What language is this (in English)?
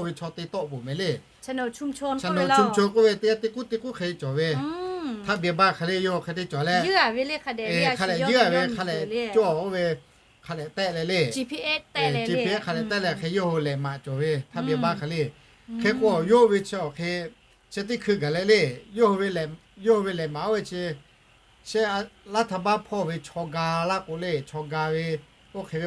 Lahu